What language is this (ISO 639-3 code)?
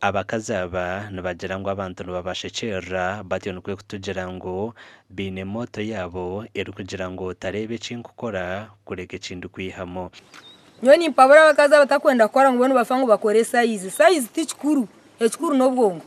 nyn